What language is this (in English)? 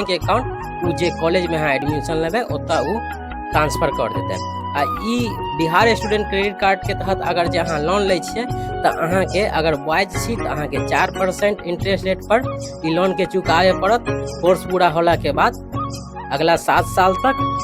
Maithili